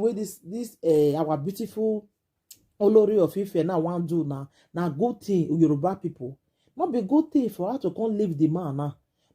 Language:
Nigerian Pidgin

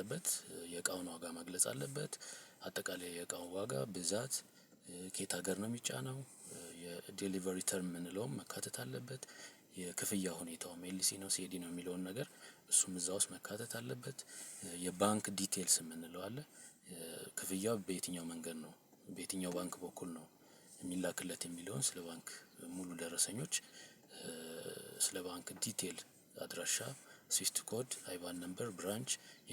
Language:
Amharic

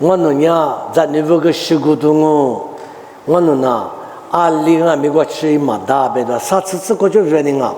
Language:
Lisu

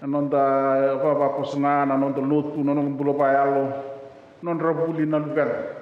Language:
Fijian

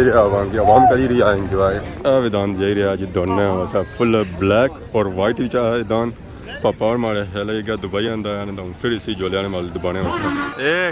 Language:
Pahari-Potwari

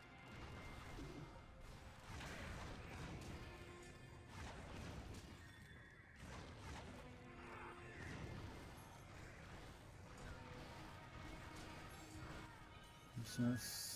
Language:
Czech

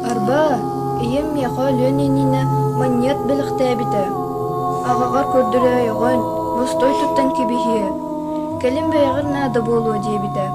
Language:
Yakut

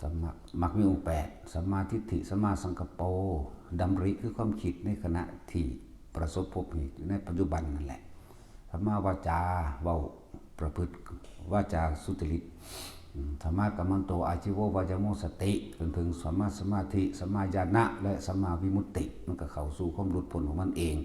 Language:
Northeastern Thai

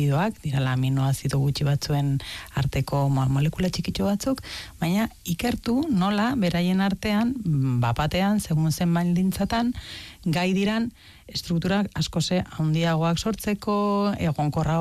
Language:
Basque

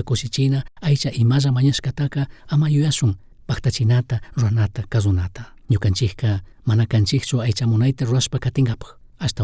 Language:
Chimborazo Highland Quichua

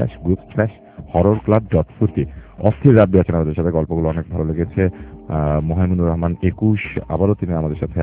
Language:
Bangla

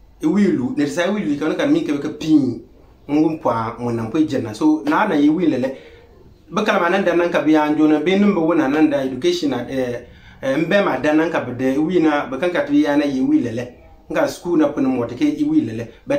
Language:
Konkomba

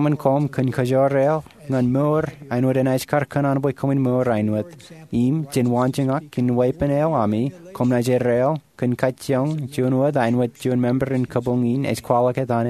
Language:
Marshallese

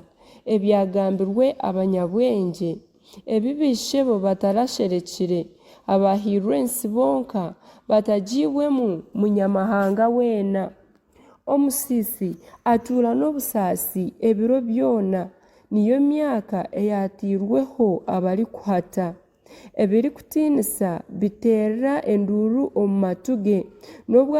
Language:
Nyankole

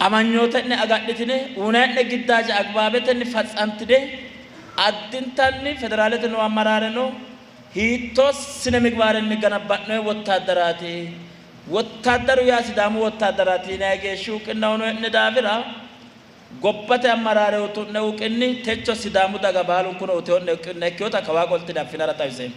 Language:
Sidamo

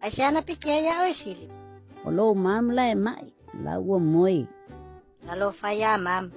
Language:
Samoan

